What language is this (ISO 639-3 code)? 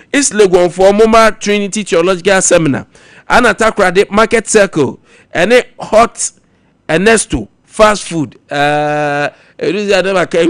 aka